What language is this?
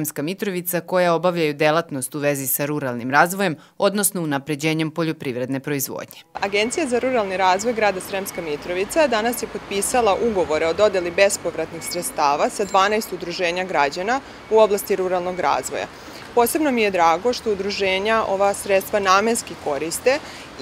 Serbian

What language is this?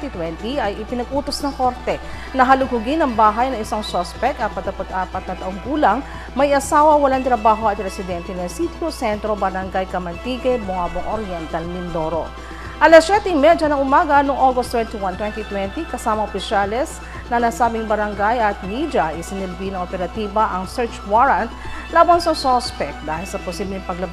Filipino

